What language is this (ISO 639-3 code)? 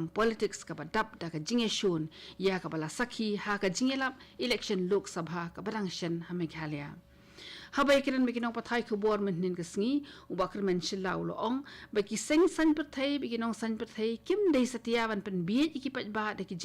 kha